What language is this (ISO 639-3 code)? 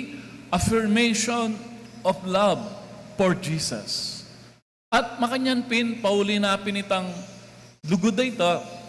pam